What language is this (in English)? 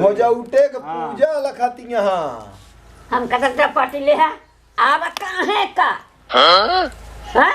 Awadhi